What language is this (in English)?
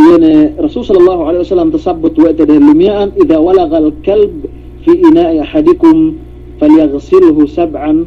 Yakan